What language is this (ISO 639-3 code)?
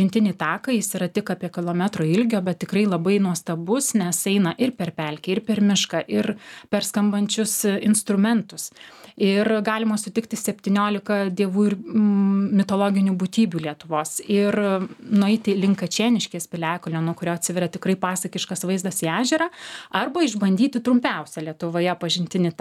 lit